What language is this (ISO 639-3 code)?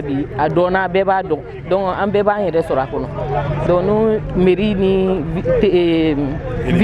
bam